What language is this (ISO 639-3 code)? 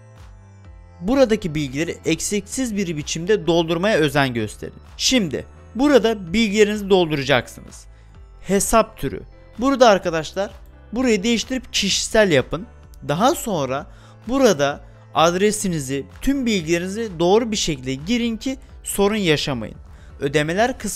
tur